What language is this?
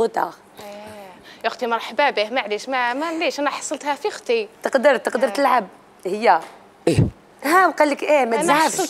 Algerian Arabic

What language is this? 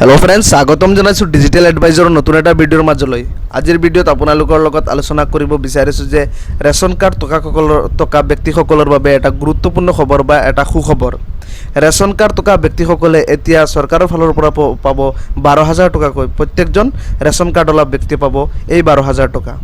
Assamese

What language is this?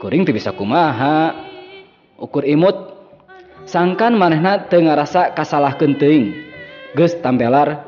Sundanese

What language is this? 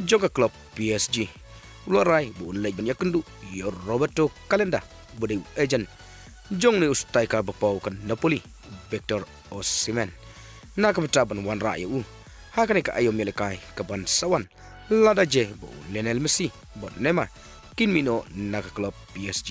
Khasi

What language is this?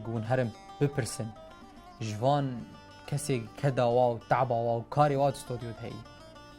Kurdish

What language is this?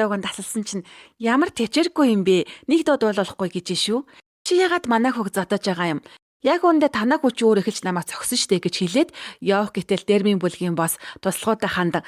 Mongolian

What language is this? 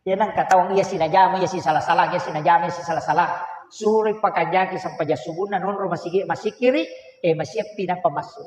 Buginese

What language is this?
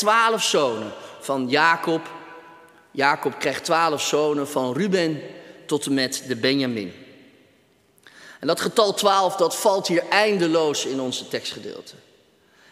Dutch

